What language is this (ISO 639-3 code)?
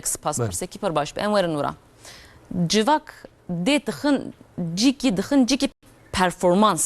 kur